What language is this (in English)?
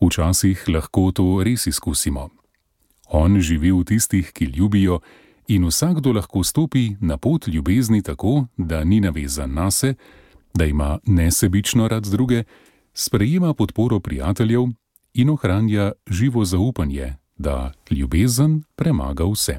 Slovenian